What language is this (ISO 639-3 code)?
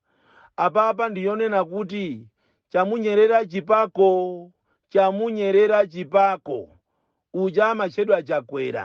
nya